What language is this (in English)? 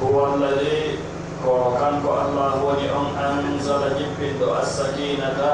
Pular